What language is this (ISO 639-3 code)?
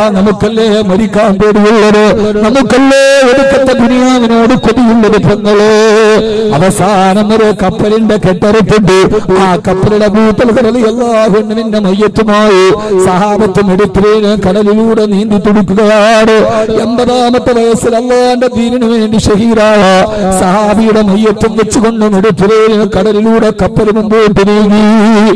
mal